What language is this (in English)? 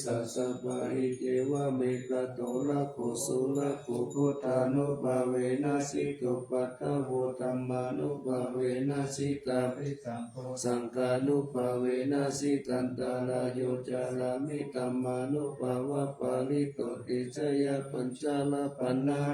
Pali